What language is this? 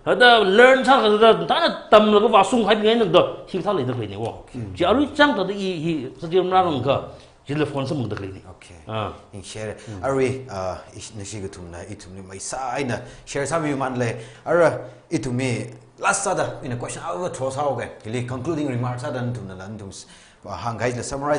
Tangkhul Naga (India)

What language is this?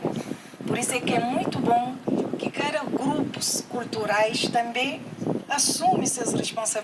Kabuverdianu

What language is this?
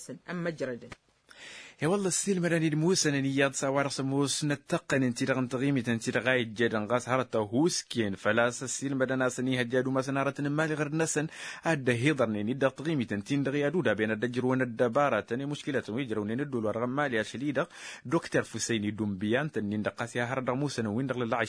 Tamasheq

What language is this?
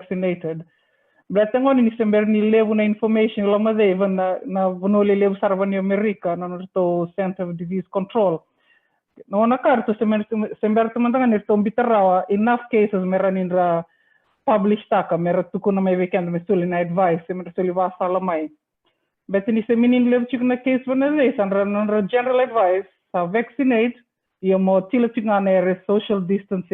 Fijian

